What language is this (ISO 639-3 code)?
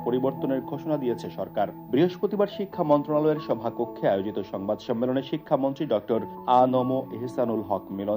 ben